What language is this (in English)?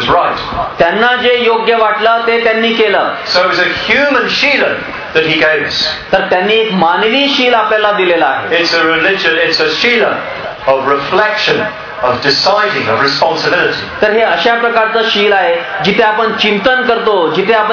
Marathi